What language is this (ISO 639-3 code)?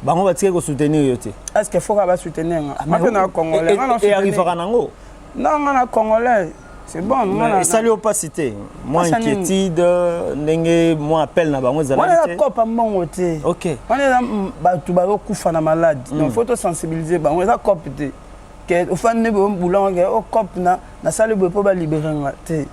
lin